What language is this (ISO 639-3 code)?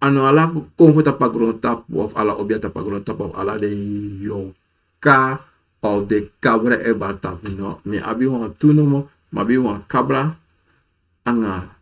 srn